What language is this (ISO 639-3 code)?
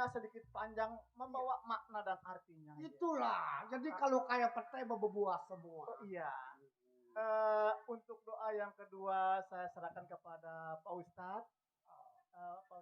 bew